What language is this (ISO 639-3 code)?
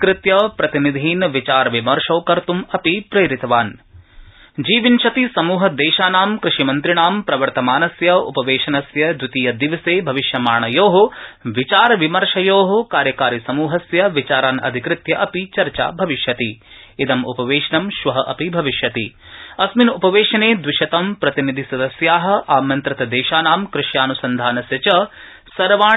san